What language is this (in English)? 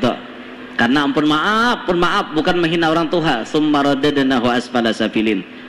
Banjar